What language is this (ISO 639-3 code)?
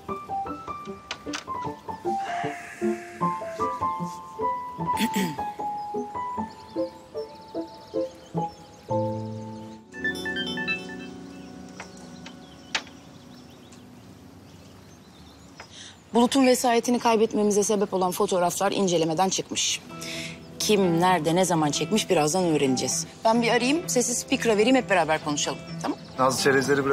tur